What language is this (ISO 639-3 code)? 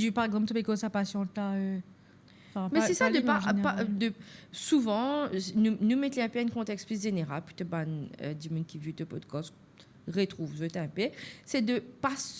mfe